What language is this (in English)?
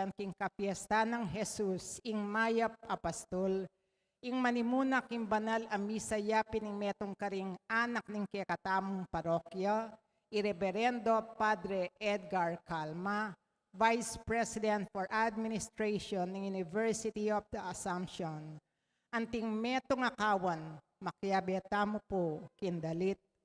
Pampanga